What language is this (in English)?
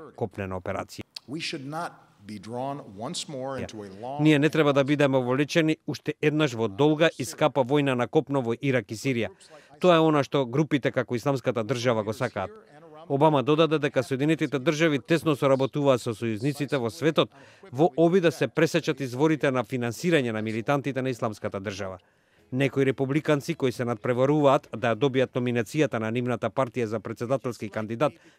Macedonian